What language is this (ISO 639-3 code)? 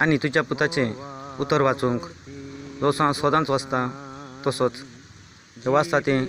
kok